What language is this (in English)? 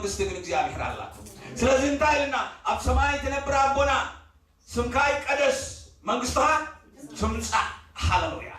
Tigrinya